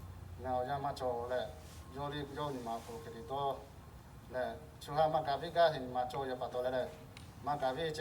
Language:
Lahu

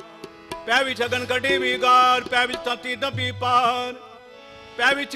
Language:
Punjabi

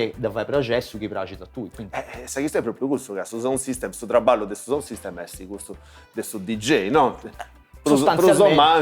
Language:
Sardinian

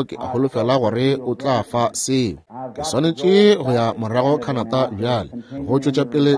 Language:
Northern Sotho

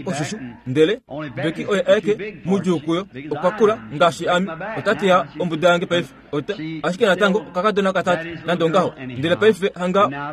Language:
Kuanyama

